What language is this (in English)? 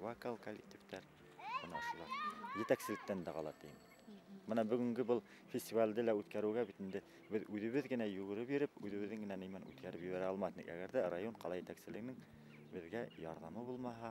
Bashkir